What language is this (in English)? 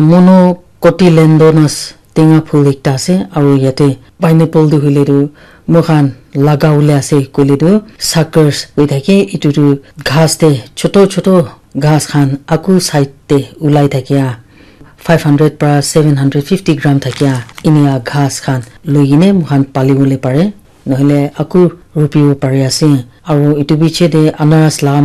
Naga Pidgin